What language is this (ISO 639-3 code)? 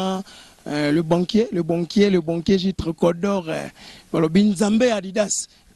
lin